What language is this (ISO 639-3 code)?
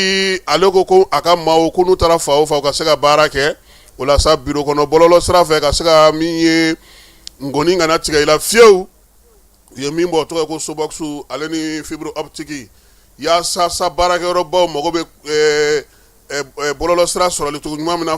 bam